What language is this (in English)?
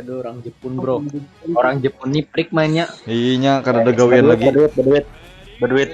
Banjar